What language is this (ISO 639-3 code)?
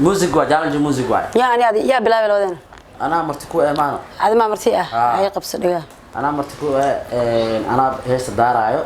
som